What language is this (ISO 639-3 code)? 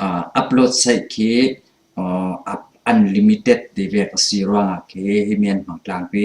cfm